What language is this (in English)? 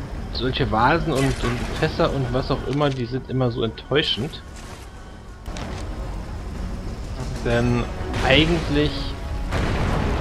German